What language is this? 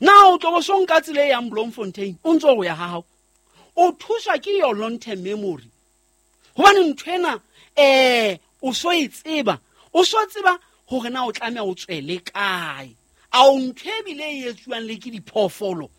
Southern Sotho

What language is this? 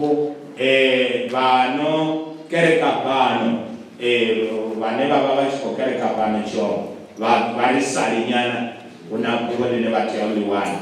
Venda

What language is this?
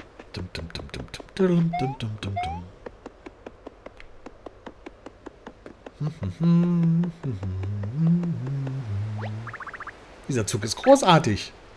German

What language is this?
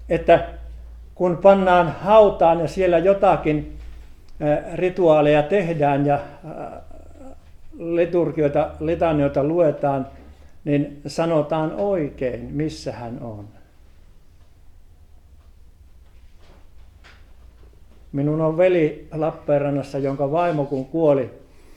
Finnish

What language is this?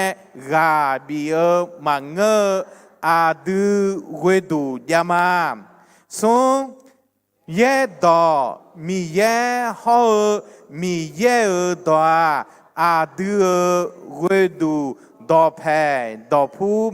Akha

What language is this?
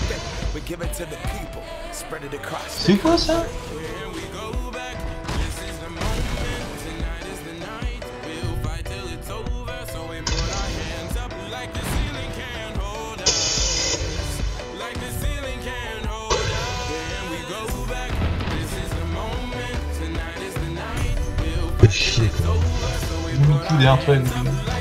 French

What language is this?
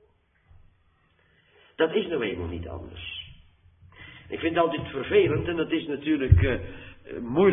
Dutch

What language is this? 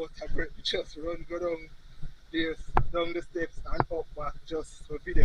Jamaican Creole English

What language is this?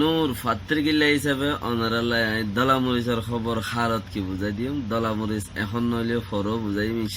Rohingya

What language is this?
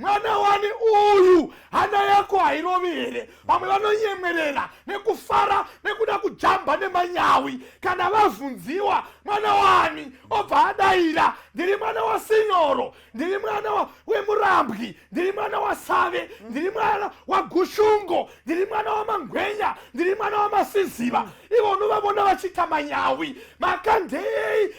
Shona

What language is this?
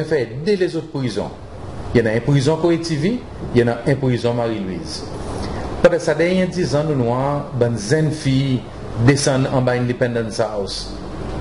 Seselwa Creole French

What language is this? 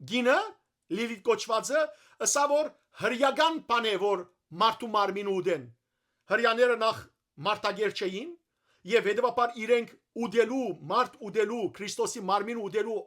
Western Armenian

